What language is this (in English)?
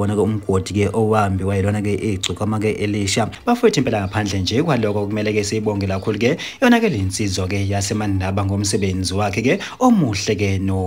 Zulu